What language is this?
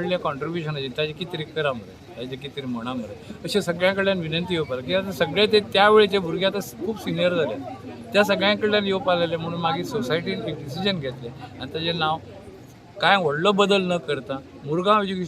Konkani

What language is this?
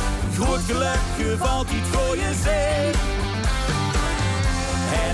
Dutch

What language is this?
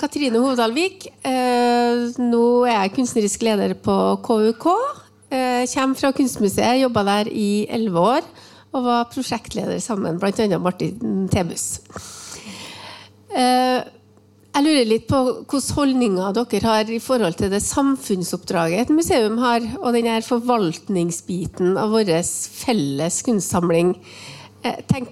Norwegian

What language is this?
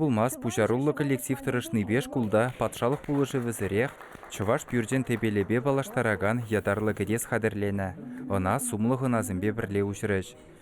Chuvash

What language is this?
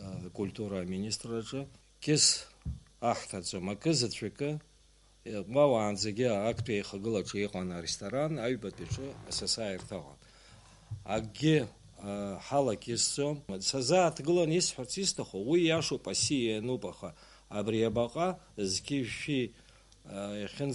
Abkhazian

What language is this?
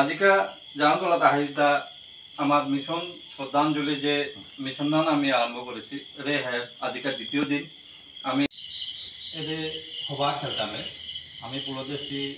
Bishnupriya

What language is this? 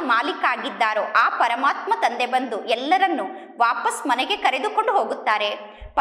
Kannada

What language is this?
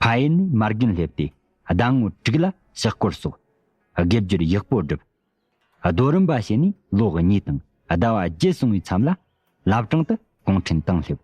Tibetan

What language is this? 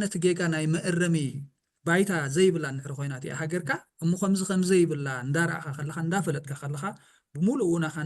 Tigrinya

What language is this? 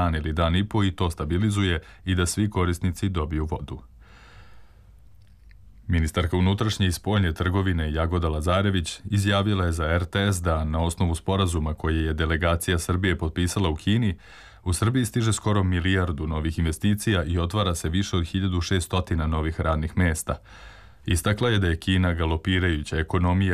Serbian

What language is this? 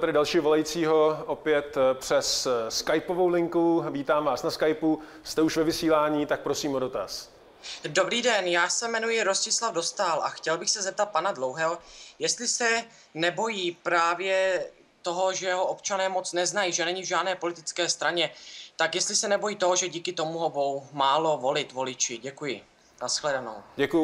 Czech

